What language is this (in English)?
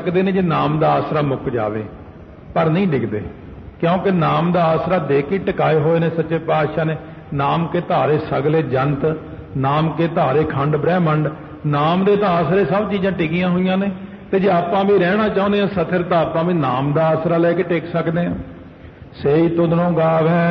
Punjabi